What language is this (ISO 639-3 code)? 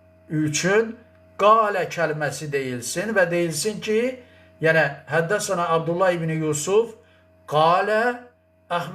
aze